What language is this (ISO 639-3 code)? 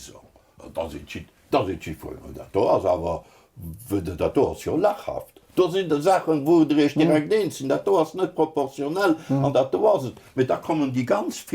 ltz